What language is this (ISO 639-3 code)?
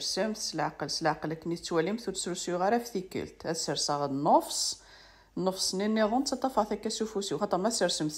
kab